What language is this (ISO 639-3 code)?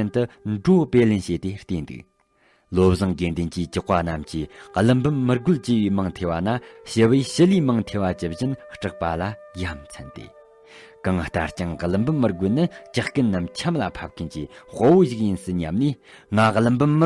bod